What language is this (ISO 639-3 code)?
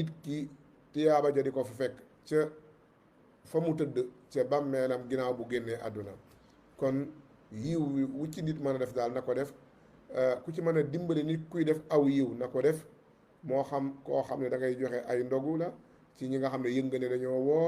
wol